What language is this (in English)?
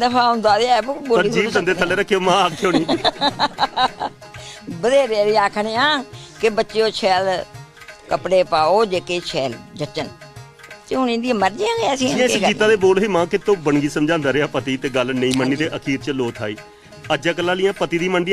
Dogri